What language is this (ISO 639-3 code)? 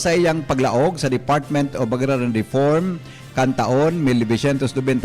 bik